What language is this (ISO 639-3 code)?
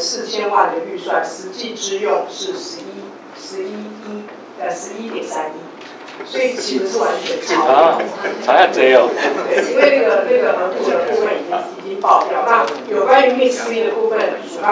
zho